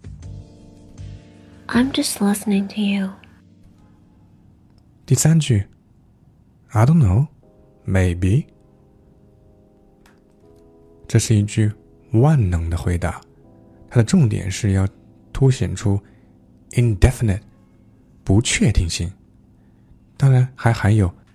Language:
Chinese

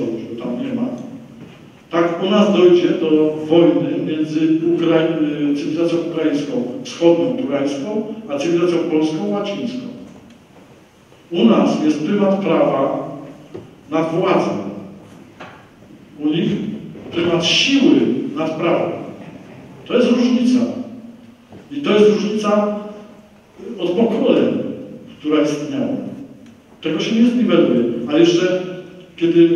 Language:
Polish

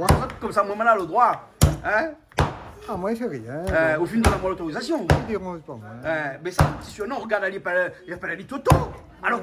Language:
Réunion Creole French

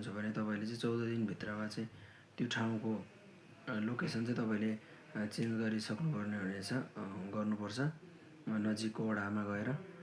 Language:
Nepali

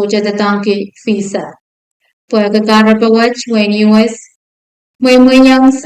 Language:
Pohnpeian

